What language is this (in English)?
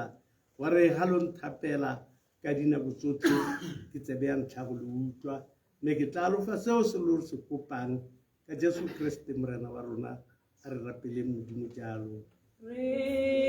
Tswana